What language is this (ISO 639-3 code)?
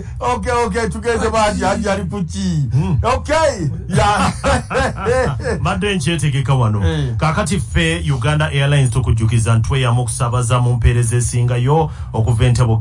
lug